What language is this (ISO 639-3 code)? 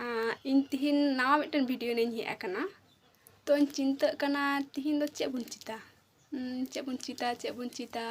sat